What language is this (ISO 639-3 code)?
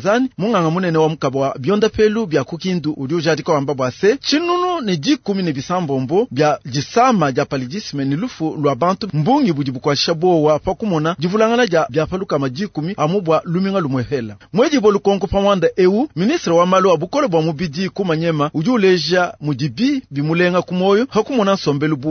lua